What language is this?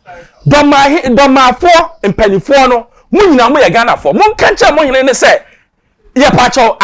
Akan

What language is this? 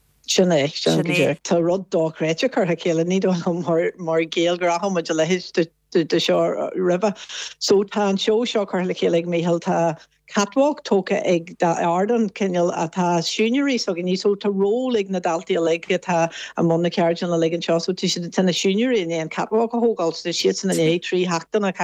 Irish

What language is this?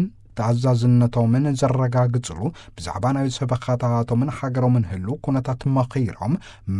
Tigrinya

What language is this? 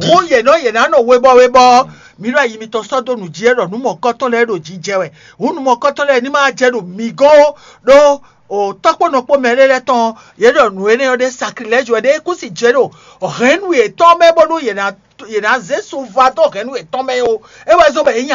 Fon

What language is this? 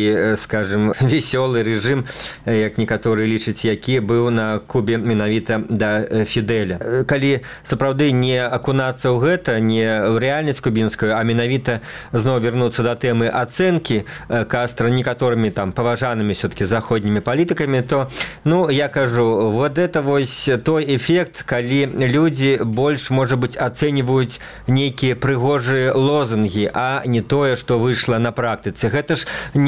Belarusian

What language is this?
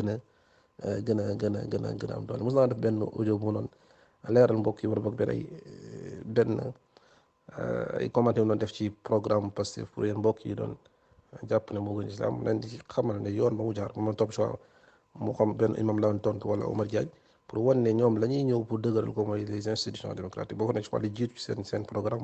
Wolof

